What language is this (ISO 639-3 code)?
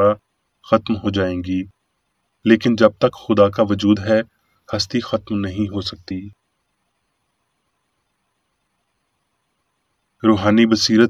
urd